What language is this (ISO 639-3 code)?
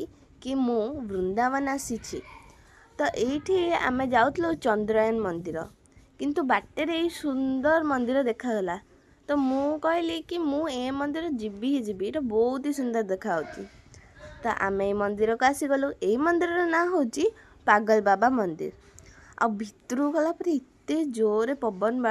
ori